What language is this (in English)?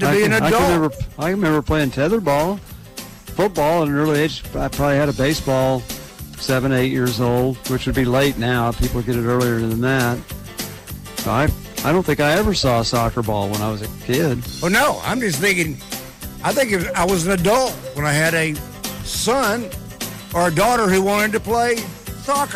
English